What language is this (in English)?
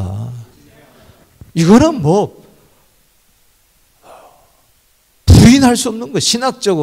Korean